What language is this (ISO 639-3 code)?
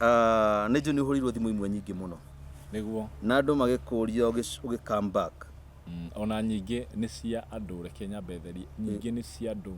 kik